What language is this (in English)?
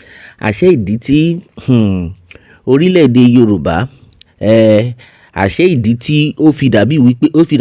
Yoruba